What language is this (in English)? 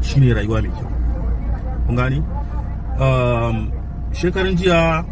Hausa